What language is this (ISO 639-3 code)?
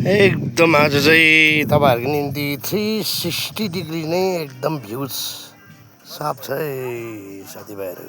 nep